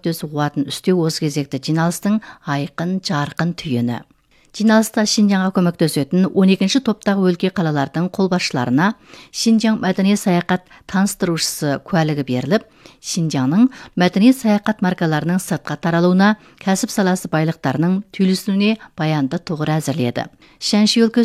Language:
Kazakh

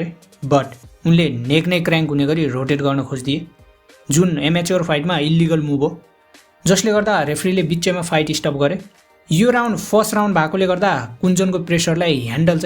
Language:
Nepali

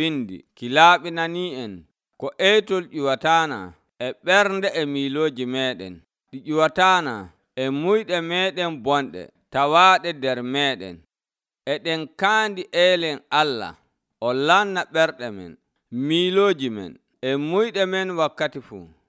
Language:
Nigerian Fulfulde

